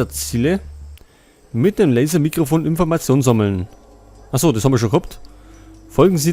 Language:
Bavarian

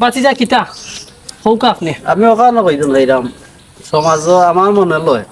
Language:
Sylheti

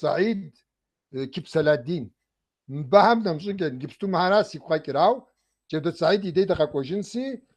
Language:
Kabardian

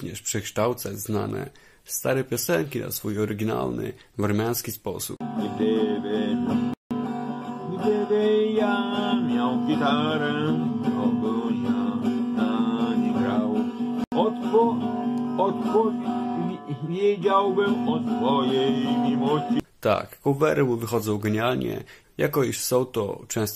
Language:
Polish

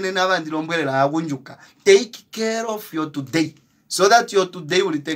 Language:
Kuanyama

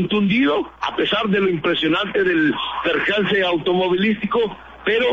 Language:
Spanish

